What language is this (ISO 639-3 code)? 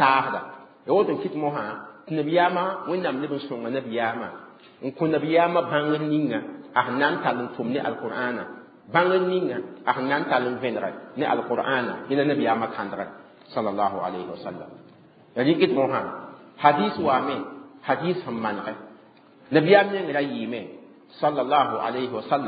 mos